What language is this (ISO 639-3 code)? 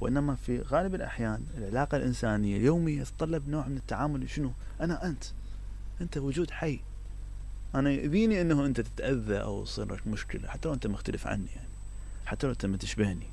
acm